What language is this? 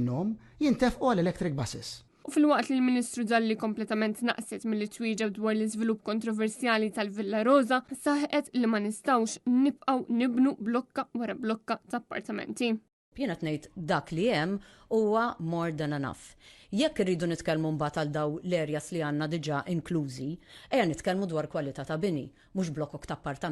Maltese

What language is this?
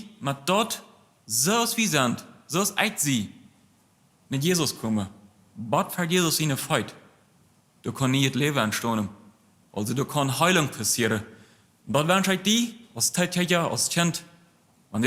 Plautdietsch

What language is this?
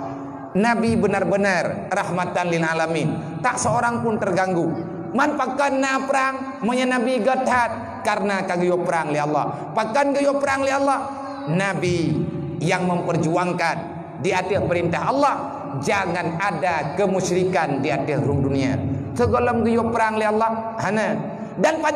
Achinese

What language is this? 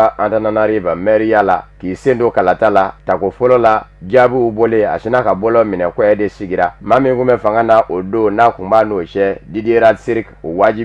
Bambara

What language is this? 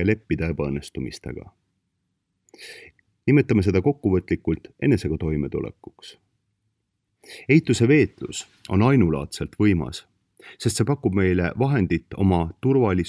Estonian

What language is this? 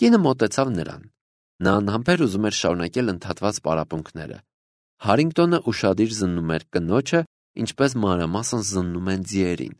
Armenian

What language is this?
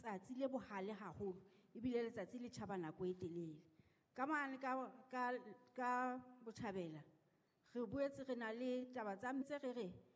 Southern Sotho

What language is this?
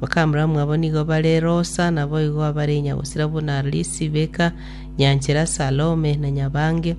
Gusii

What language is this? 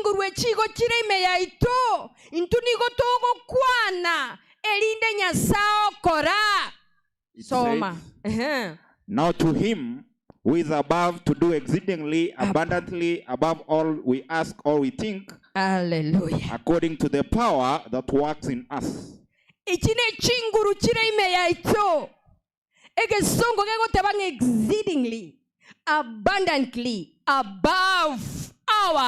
Gusii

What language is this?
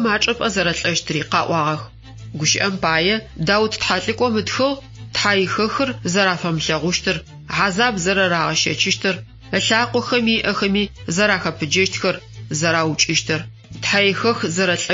Adyghe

